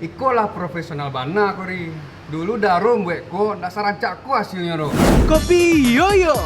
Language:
Minangkabau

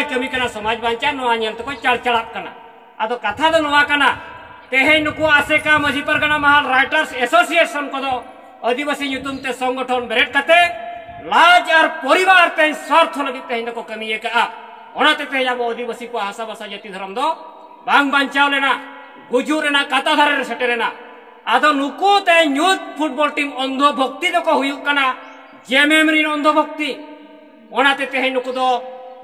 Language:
Santali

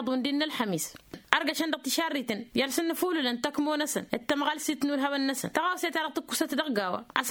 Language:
Tamasheq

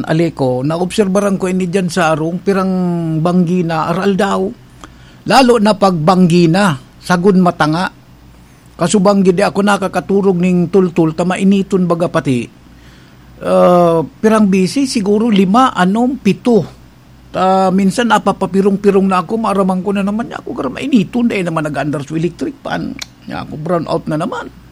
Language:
Bikol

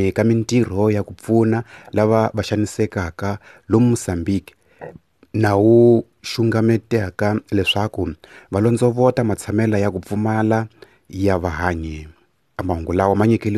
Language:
Tsonga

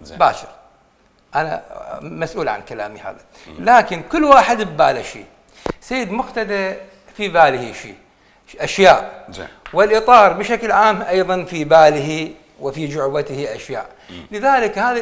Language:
Mesopotamian Arabic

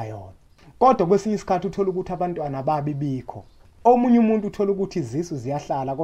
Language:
Zulu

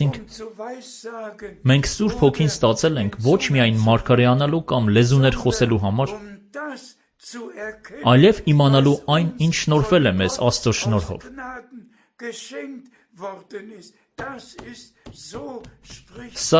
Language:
Armenian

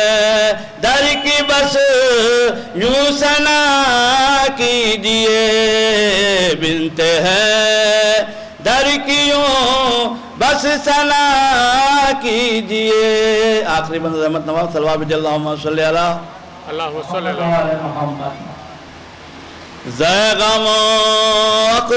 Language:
Urdu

